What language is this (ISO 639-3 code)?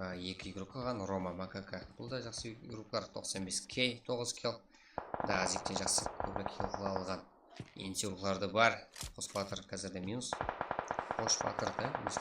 kaa